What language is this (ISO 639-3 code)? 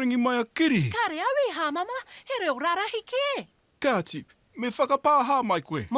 mri